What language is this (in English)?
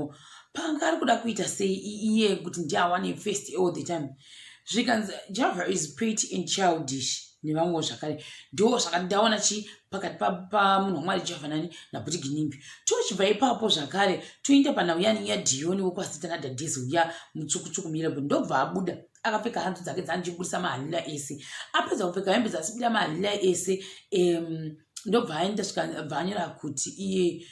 Shona